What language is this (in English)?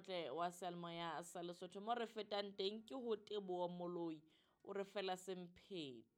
Southern Sotho